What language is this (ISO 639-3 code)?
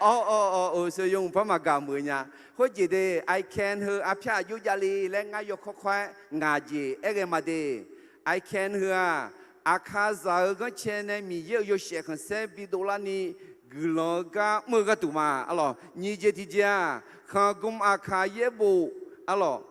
ahk